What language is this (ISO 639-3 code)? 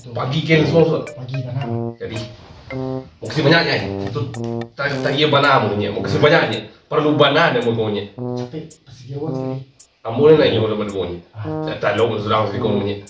min